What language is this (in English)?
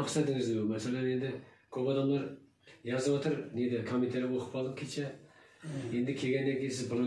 Kazakh